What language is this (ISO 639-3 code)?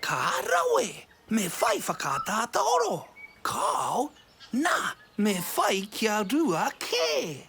mri